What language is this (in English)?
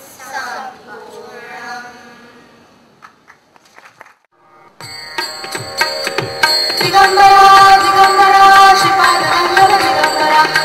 Marathi